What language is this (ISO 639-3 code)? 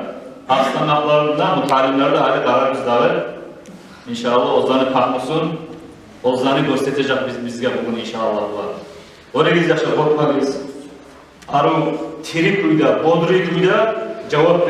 kum